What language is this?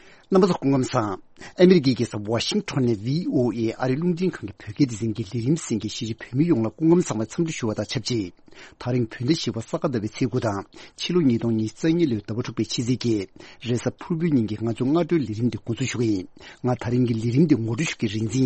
Tibetan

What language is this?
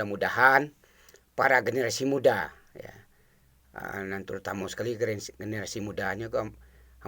Minangkabau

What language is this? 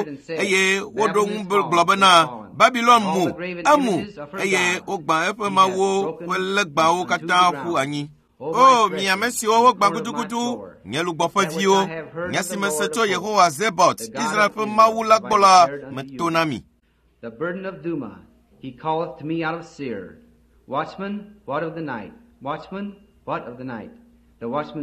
Ewe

